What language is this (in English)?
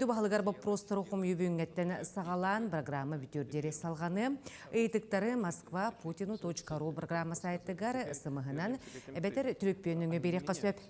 Yakut